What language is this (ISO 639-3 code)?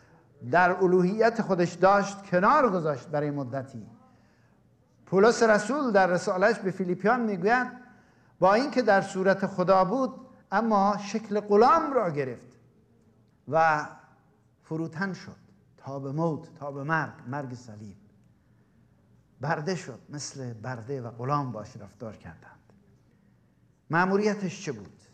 fas